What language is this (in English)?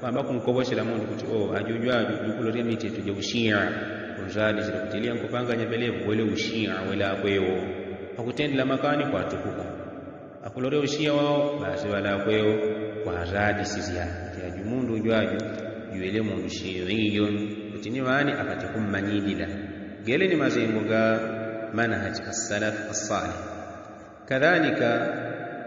Yao